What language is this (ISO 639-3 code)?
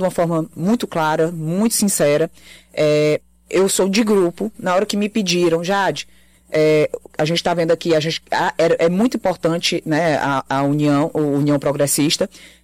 por